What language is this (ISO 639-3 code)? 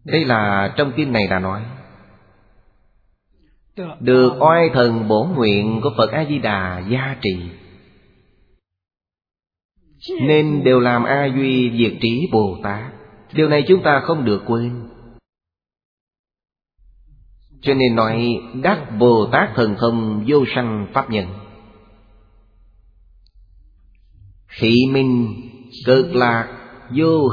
vie